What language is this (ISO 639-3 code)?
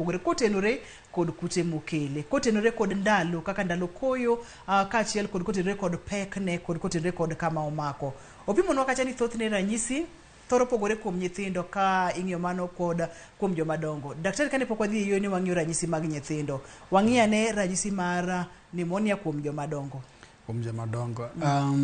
luo